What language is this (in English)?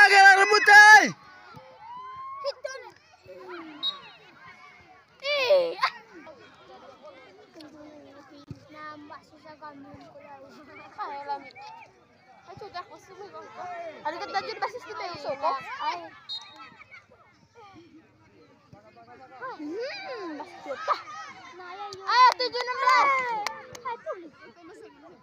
Indonesian